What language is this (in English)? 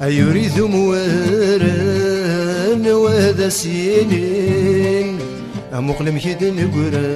Kabyle